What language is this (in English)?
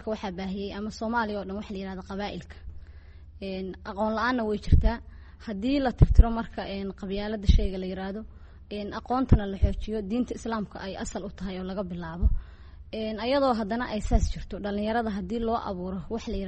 Somali